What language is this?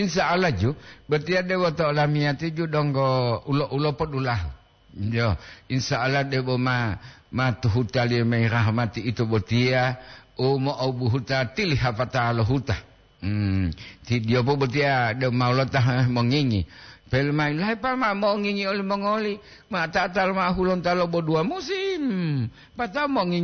Gorontalo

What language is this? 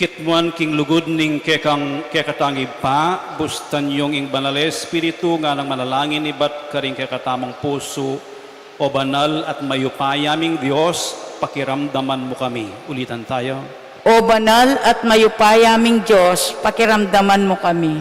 Pampanga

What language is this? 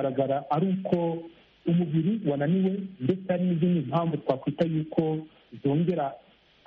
Kinyarwanda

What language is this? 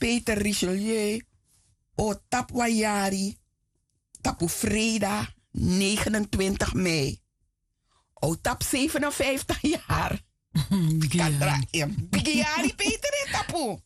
Sranan Tongo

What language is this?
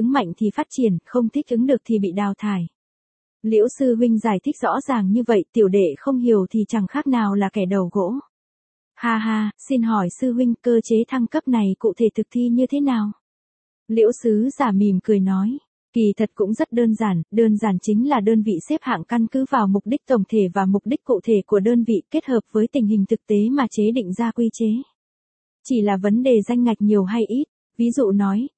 Vietnamese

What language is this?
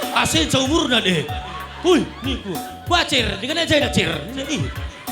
Batak Karo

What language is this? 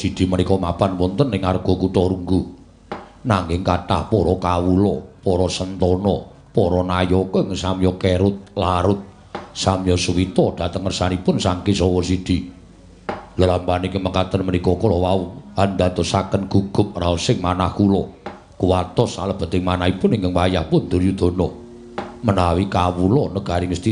Javanese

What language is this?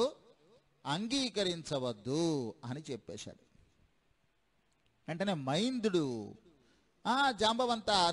Telugu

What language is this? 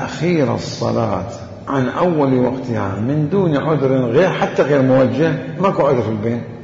Mesopotamian Arabic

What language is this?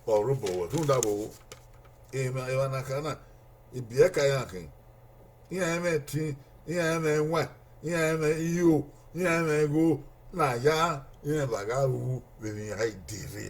Bini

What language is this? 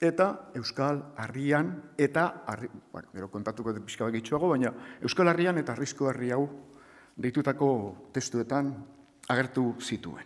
Basque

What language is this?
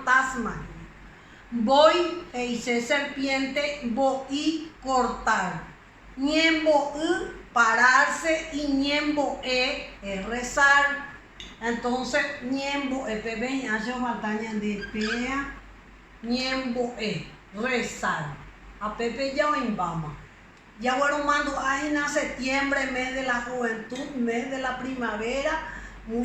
Guarani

